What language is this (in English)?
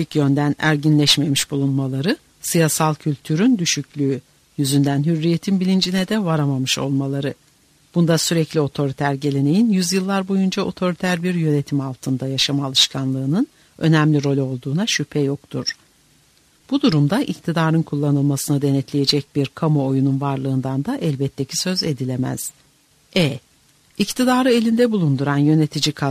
Turkish